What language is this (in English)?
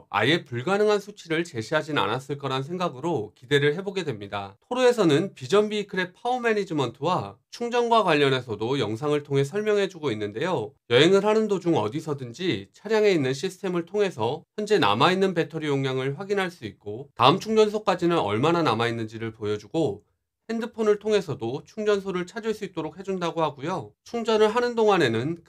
Korean